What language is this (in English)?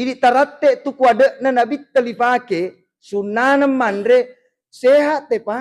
Buginese